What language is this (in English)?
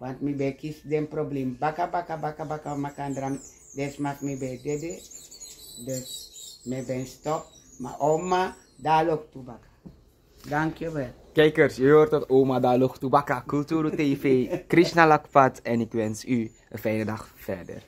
Sranan Tongo